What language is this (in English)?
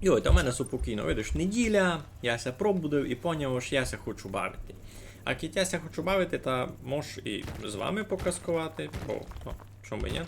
Rusyn